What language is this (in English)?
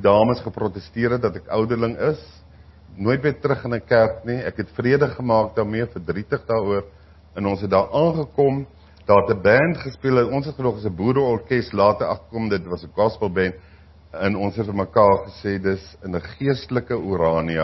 Afrikaans